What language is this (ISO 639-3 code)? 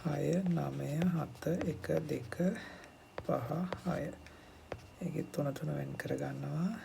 sin